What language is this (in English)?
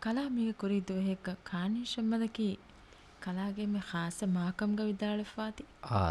Divehi